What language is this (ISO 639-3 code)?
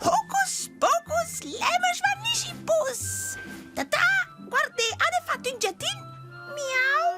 roh